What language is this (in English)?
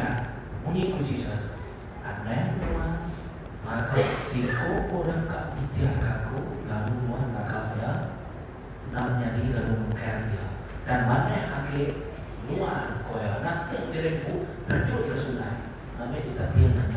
Iban